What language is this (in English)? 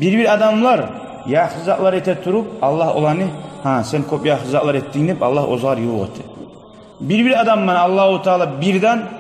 Kumyk